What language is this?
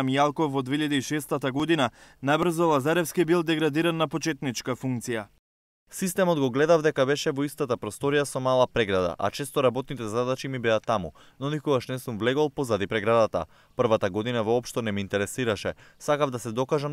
Macedonian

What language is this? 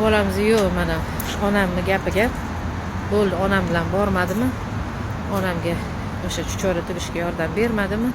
Uzbek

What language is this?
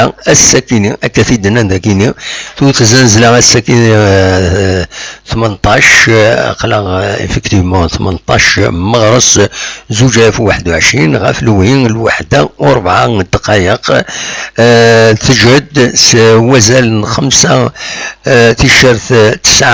Kabyle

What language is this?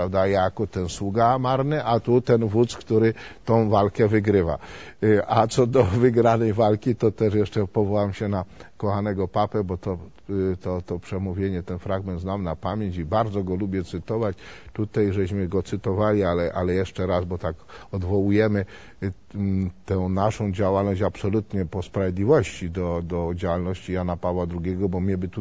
Polish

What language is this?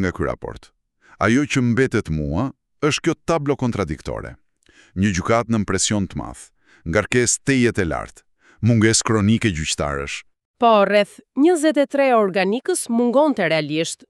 Albanian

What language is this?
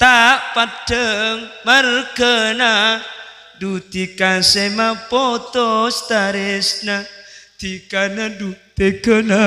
Madurese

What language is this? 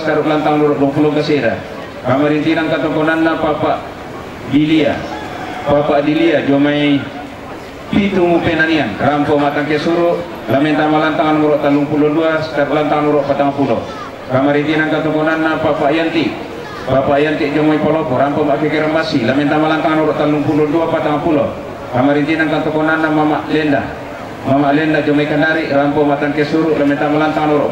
Toraja-Sa'dan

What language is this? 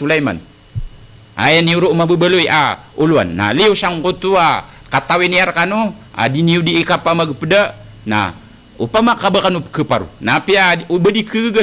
Maranao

